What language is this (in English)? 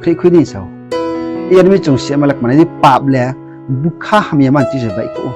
Riang (India)